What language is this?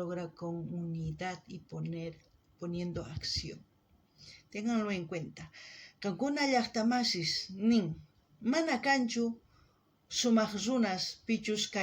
South Bolivian Quechua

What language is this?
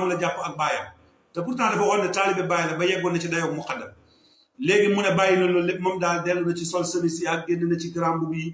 Wolof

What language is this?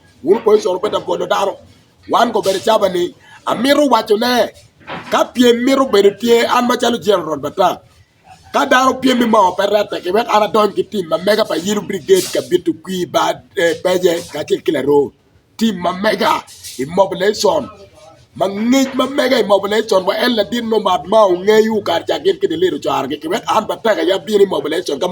Acoli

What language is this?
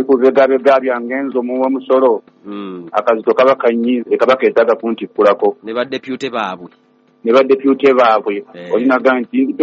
Ganda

